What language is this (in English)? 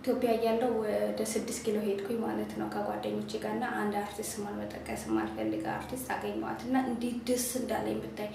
Amharic